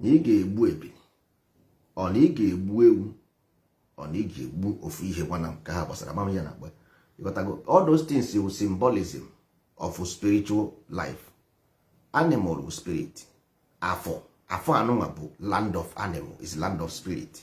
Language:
Igbo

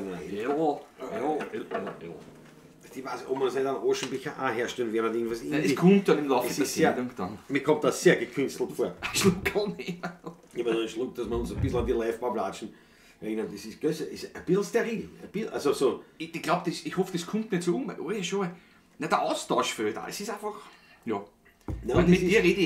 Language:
Bavarian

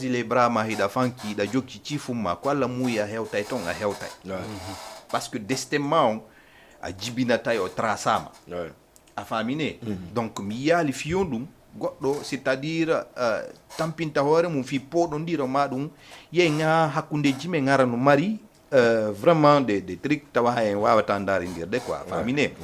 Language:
Fula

